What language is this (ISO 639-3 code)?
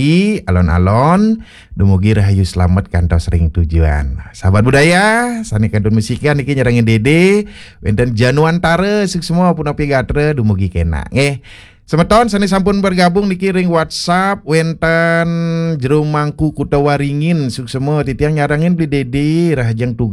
ban